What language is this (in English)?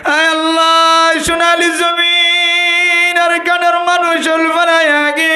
Rohingya